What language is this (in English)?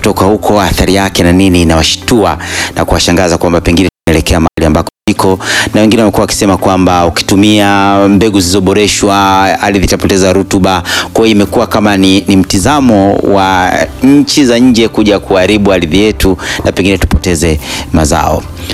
Swahili